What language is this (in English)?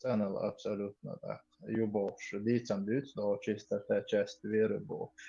Chechen